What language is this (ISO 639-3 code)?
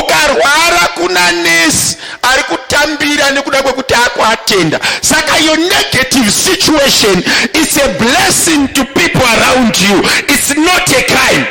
sna